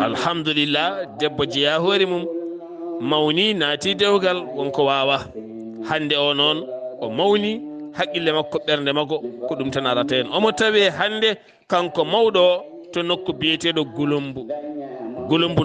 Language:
Fula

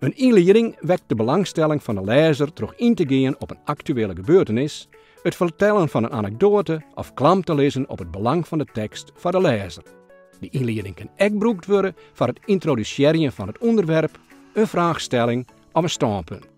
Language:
Western Frisian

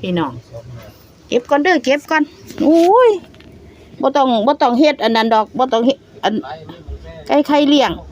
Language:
Lao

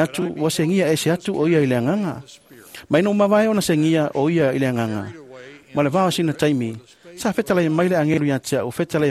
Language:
Samoan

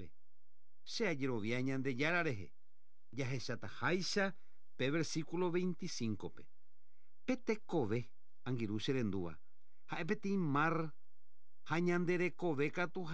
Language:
Guarani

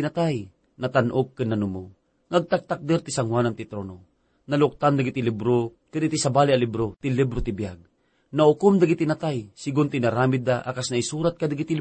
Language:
Iloko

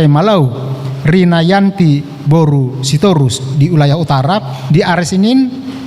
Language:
Batak Toba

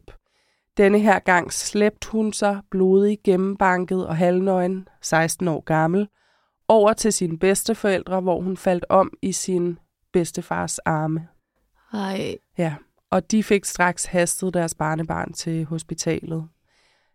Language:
Danish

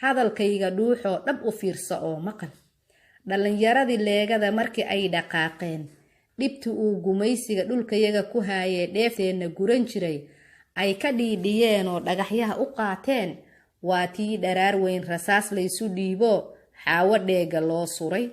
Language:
Somali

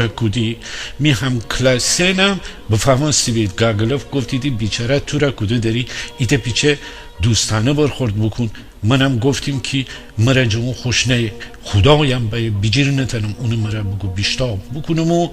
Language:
Gilaki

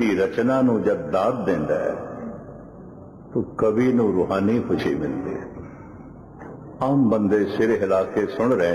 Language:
Punjabi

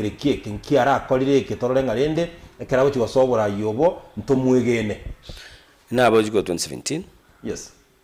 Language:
Gusii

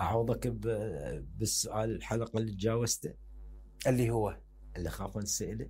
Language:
Mesopotamian Arabic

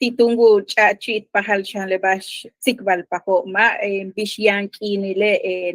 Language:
Yucateco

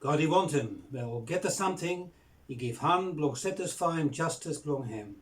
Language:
Bislama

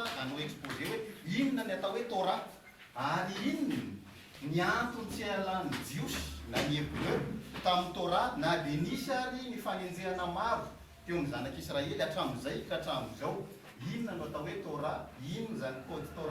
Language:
Malagasy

